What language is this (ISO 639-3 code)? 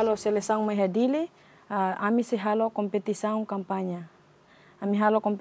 tet